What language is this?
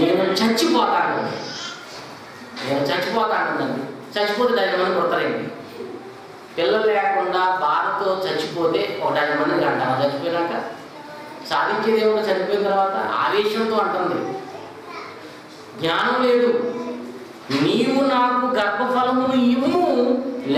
Telugu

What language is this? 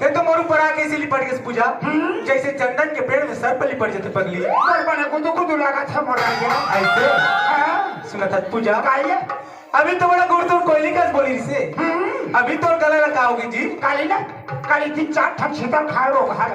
Chhattisgarhi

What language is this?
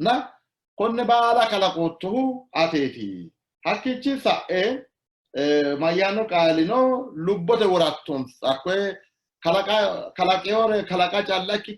Sidamo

